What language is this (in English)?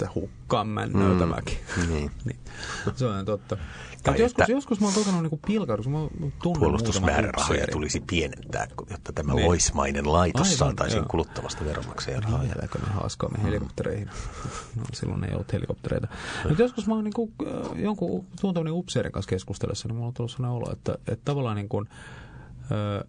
Finnish